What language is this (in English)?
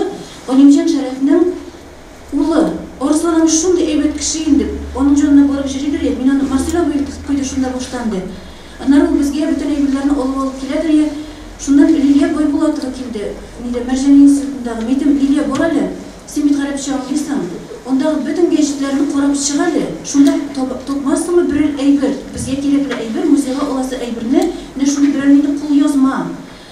Tatar